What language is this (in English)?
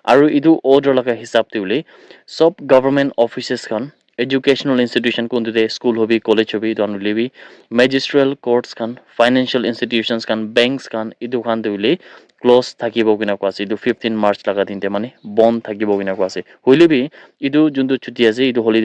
Naga Pidgin